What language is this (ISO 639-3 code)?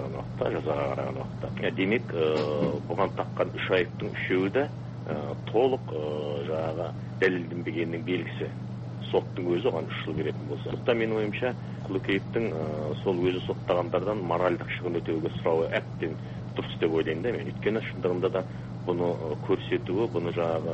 kaz